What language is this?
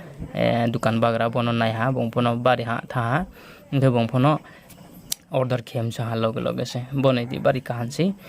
Riang (India)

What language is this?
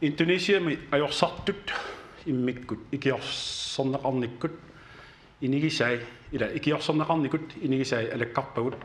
Kalaallisut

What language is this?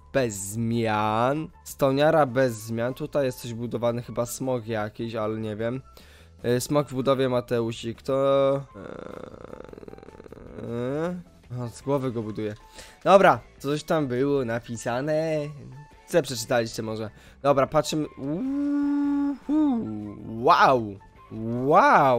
Polish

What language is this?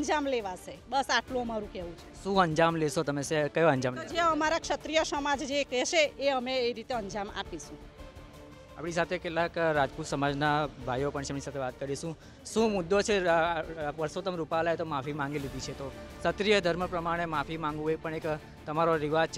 Gujarati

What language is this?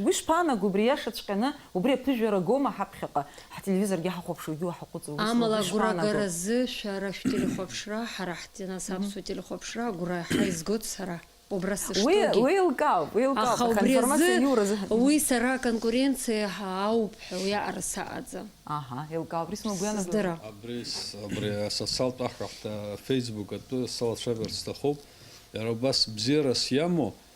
Abkhazian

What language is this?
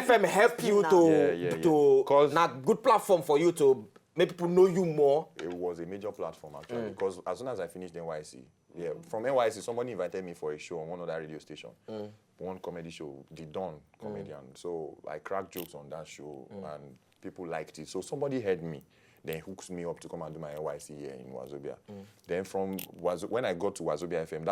Nigerian Pidgin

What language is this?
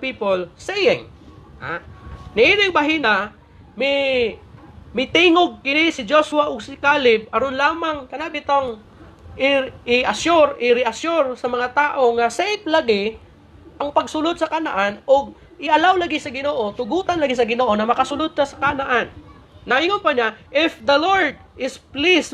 Cebuano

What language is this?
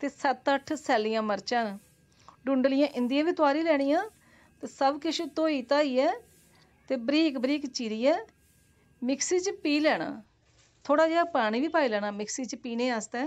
Dogri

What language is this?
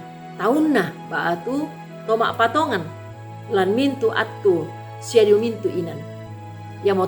Toraja-Sa'dan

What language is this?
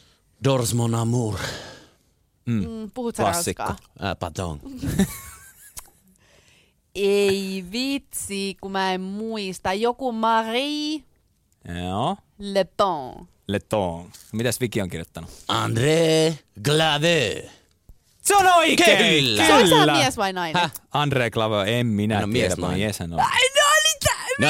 Finnish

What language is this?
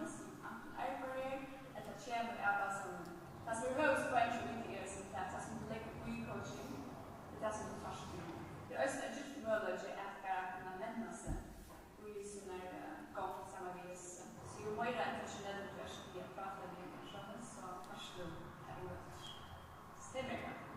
Faroese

